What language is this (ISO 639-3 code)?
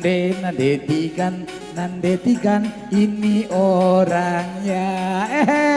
btx